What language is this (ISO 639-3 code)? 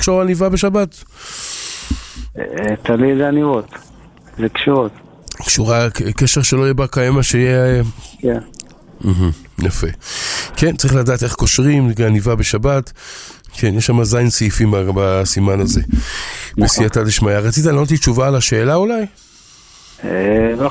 heb